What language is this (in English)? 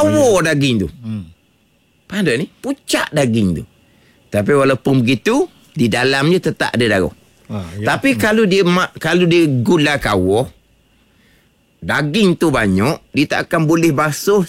Malay